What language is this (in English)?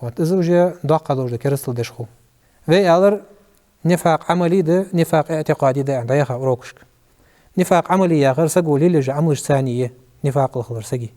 Ingush